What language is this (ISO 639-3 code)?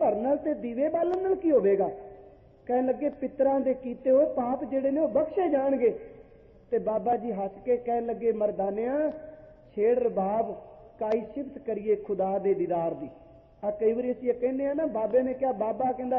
pan